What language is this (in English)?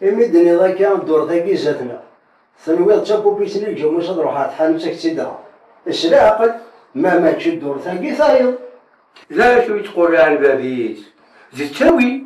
Kabyle